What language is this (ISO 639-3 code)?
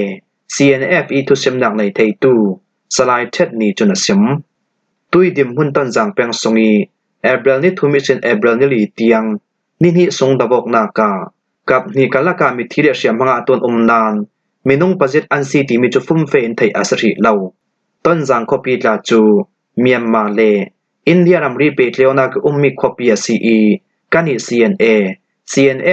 cfm